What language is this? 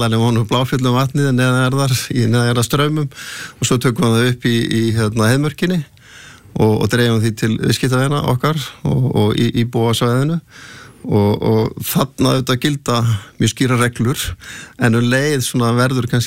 Icelandic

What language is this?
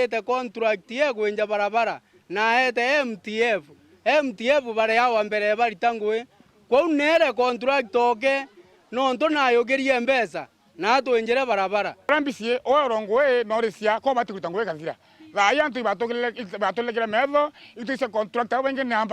Meru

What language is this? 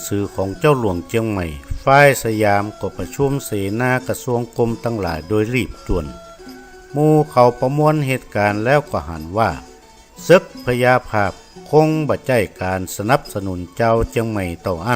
Northern Thai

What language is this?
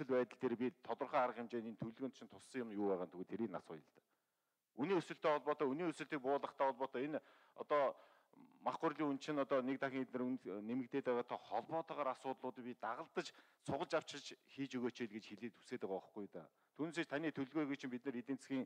Mongolian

